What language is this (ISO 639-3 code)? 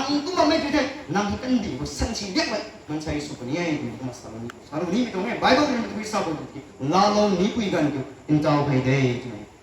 nbu